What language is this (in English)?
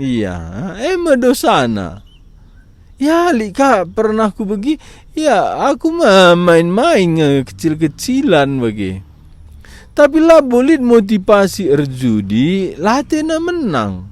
Batak Karo